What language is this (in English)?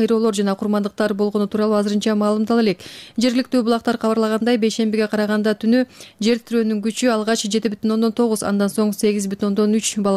Kyrgyz